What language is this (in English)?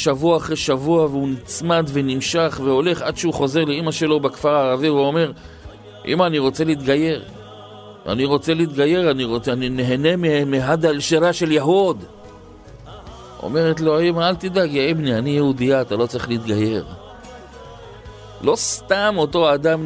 Hebrew